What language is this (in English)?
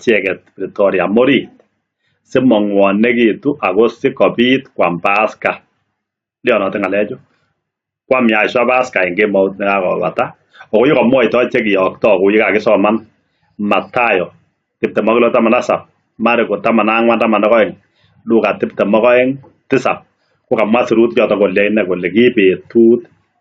Kalenjin